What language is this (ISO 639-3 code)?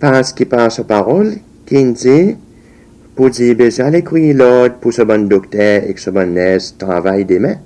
crs